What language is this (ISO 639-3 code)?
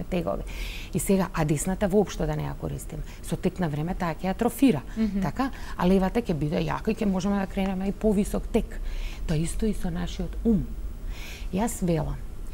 mkd